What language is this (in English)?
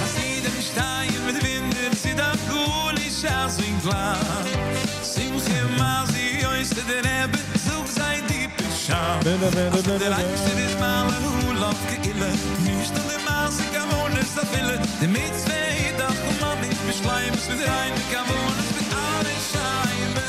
Yiddish